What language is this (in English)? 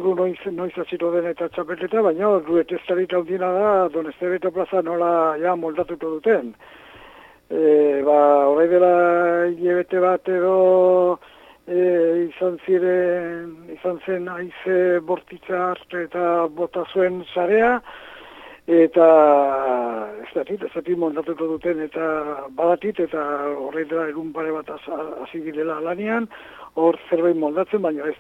Basque